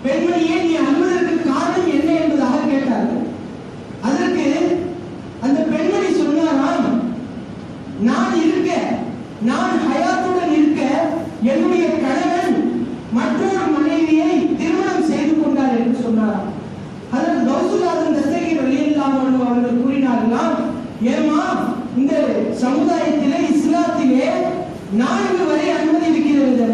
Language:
Tamil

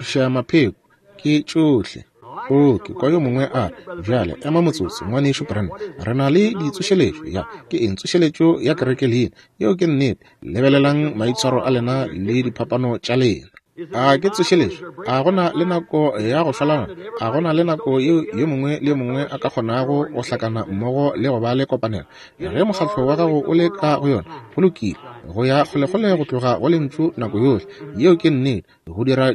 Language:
Northern Sotho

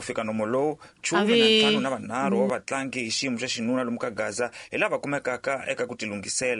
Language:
Tsonga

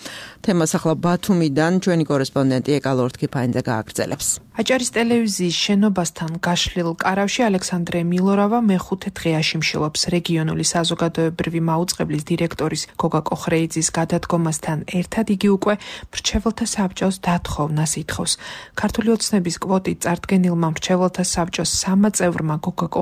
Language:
Georgian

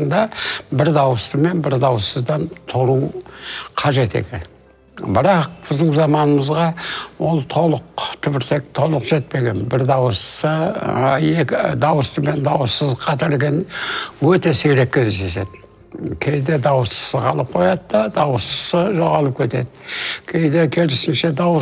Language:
Kazakh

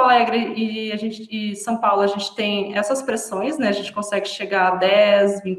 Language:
Portuguese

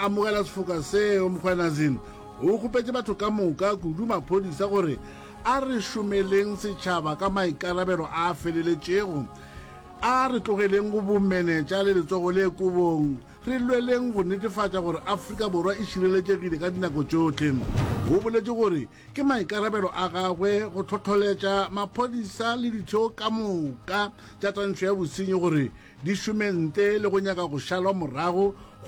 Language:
Northern Sotho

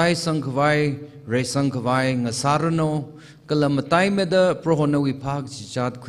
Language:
Tangkhul Naga (India)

